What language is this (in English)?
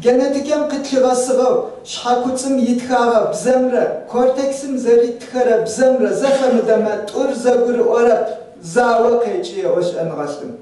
Adyghe